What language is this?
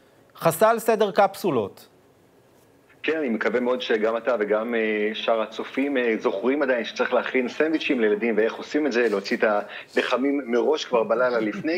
Hebrew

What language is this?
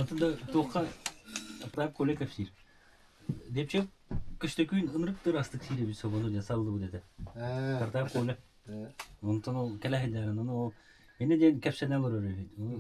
Yakut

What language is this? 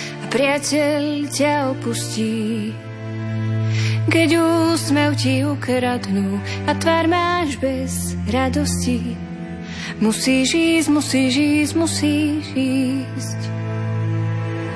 Slovak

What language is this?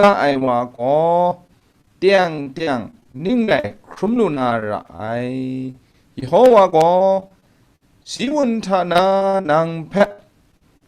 Kachin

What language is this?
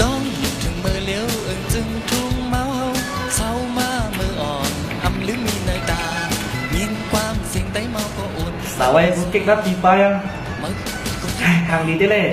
Tai Nüa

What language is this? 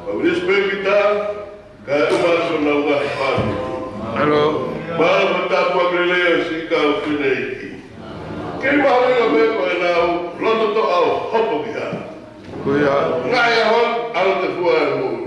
Tongan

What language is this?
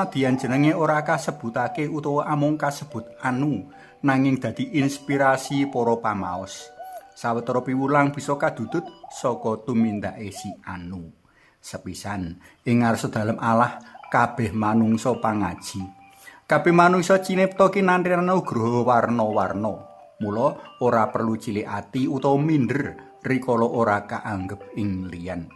Javanese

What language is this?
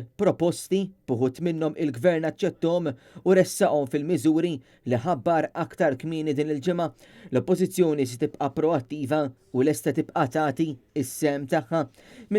Maltese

